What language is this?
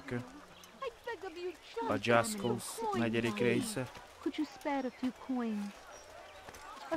Hungarian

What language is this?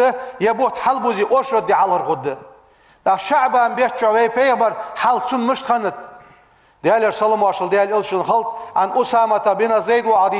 Ingush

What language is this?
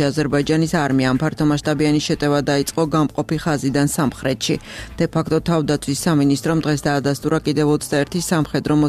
Georgian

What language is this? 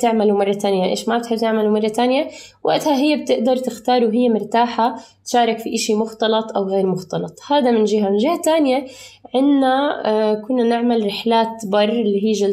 North Levantine Arabic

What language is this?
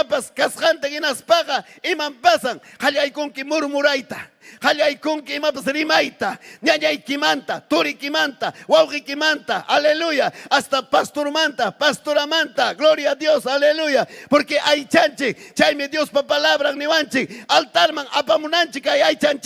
Ayacucho Quechua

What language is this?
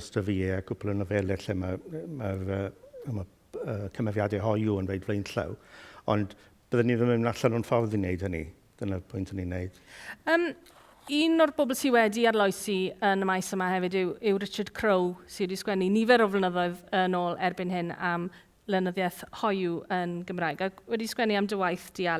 Welsh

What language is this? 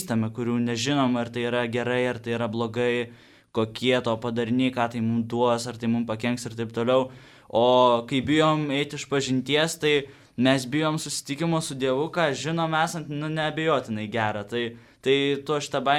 Lithuanian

